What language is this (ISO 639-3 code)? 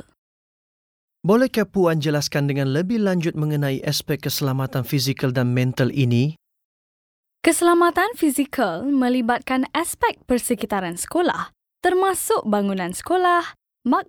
msa